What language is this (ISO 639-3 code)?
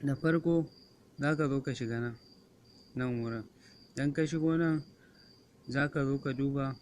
hau